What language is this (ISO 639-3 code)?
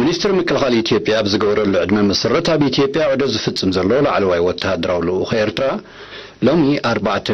tir